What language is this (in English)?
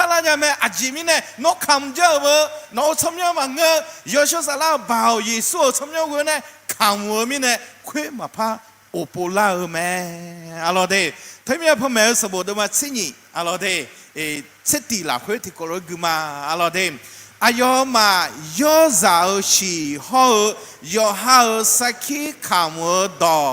Akha